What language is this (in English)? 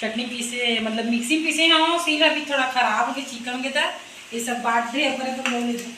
Chhattisgarhi